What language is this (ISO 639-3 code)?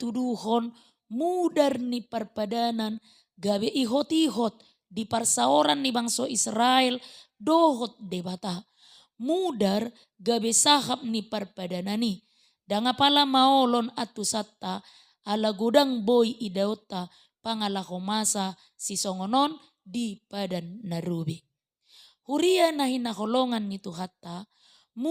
bbc